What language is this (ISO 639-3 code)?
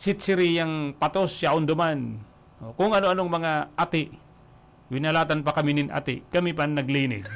bik